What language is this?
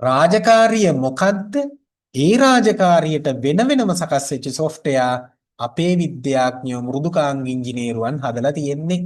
Sinhala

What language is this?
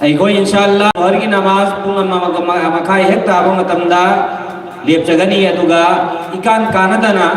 Manipuri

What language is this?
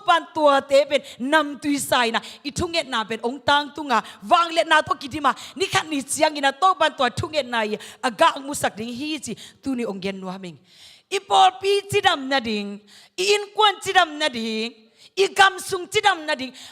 Tedim Chin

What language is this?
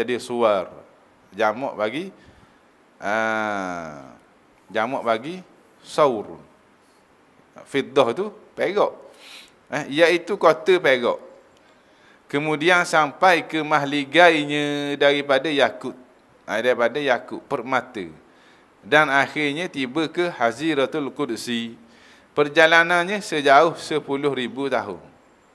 Malay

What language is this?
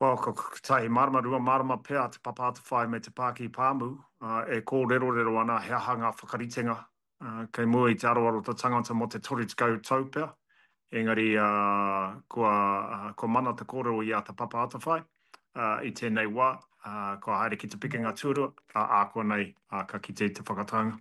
Māori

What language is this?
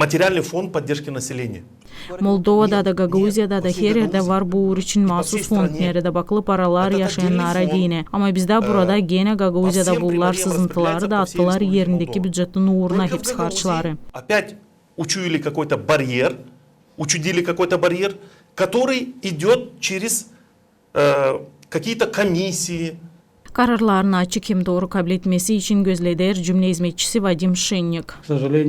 Gagauz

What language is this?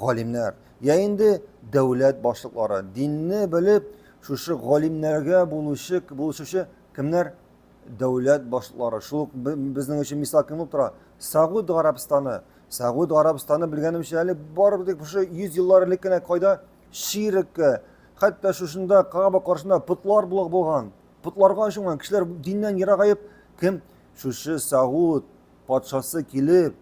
Tatar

